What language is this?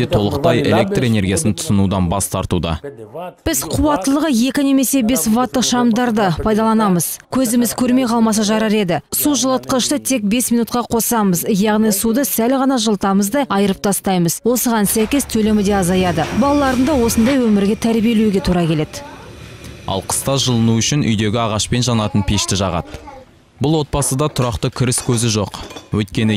Kazakh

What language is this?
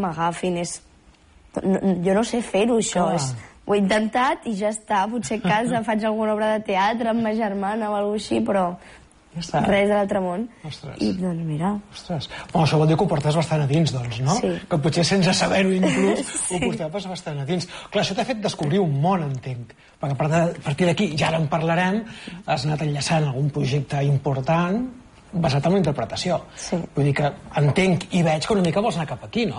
Catalan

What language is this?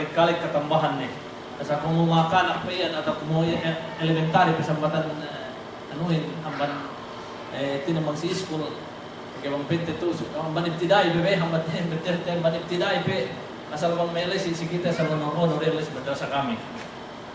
Yakan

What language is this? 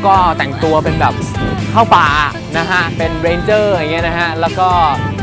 Thai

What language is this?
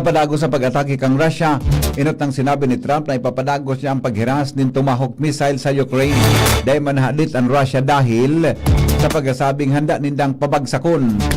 Bikol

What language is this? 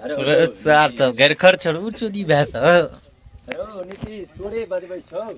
Maithili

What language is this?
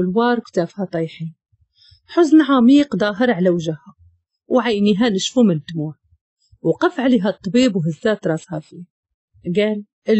Moroccan Arabic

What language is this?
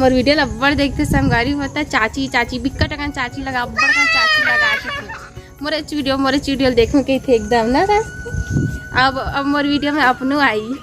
Chhattisgarhi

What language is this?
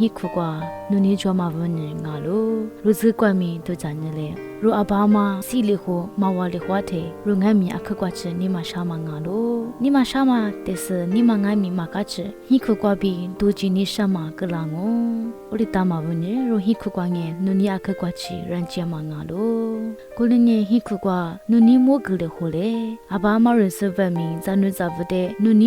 Lisu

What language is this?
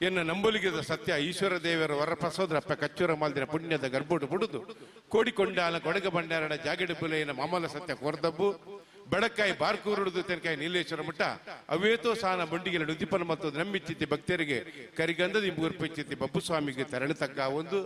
Tulu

